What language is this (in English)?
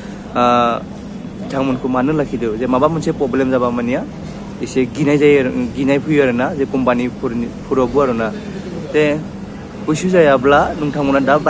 Bodo